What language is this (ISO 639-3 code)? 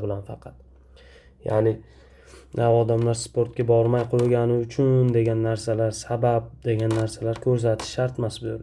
uzb